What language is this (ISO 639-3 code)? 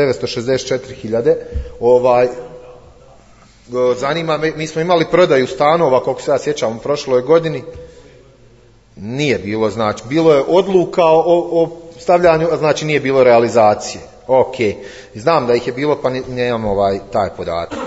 bos